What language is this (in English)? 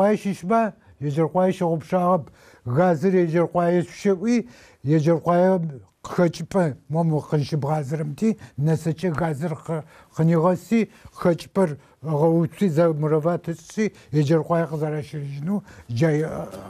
Adyghe